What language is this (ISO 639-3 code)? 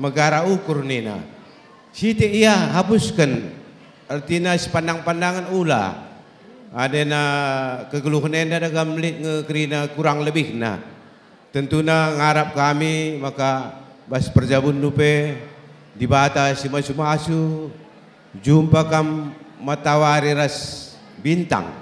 btx